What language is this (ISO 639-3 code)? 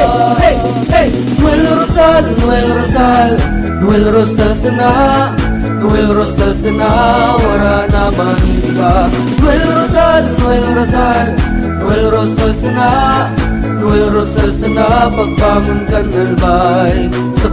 bik